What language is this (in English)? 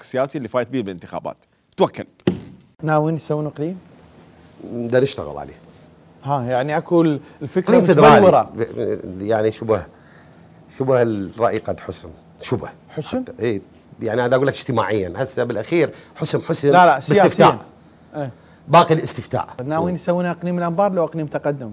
Mesopotamian Arabic